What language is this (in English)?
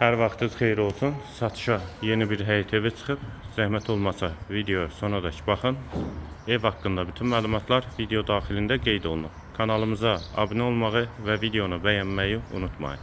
Azerbaijani